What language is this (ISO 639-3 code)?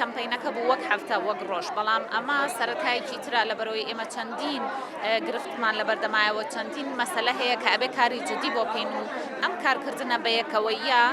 ckb